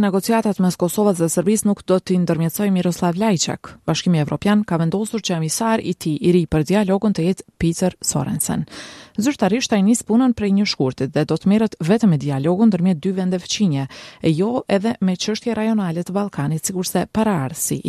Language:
Albanian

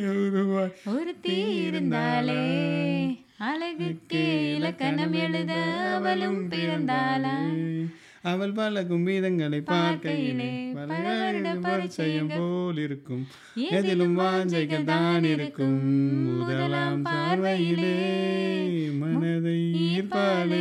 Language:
Tamil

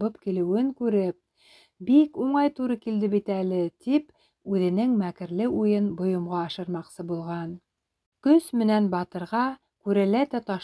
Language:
Bashkir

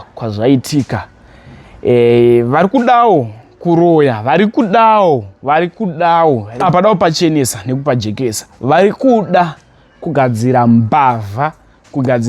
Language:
Shona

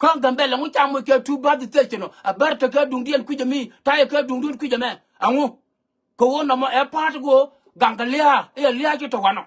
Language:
Nuer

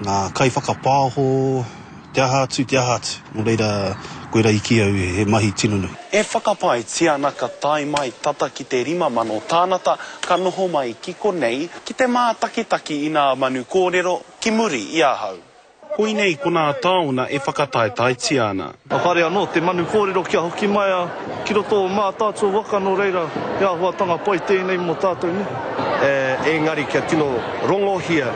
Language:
Māori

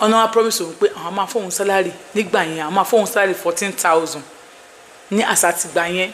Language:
Yoruba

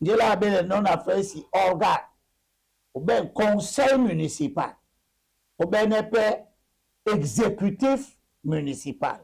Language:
Duala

